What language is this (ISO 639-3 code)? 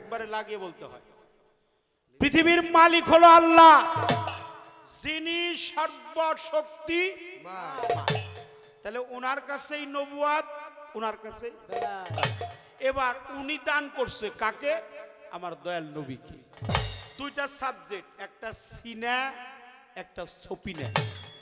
ben